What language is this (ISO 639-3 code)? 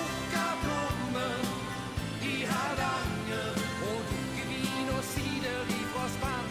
nor